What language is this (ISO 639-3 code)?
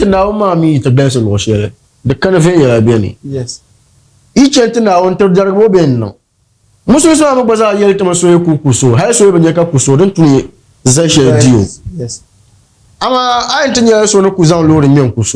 dag